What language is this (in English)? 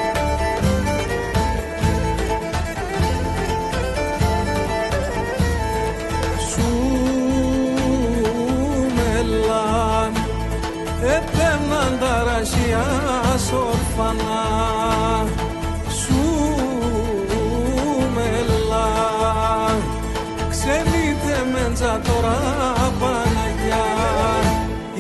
Greek